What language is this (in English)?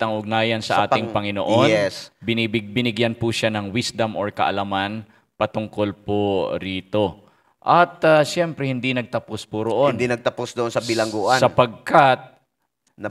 Filipino